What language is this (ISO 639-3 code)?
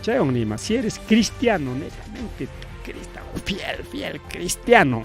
quy